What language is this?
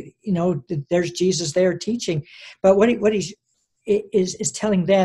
English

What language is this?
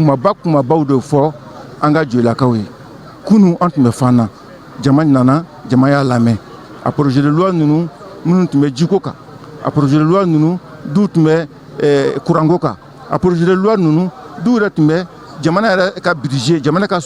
Bambara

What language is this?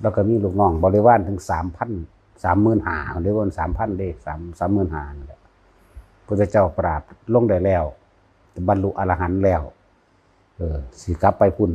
Northeastern Thai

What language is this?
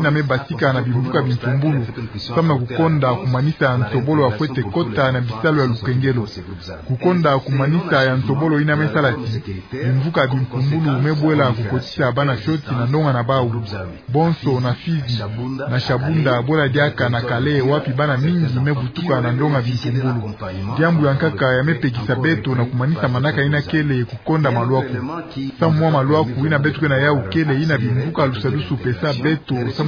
Kituba (Democratic Republic of Congo)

